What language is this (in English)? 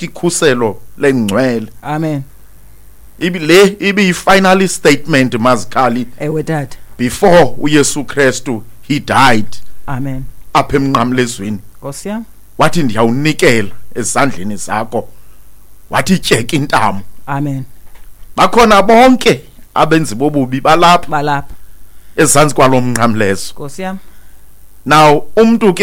Xhosa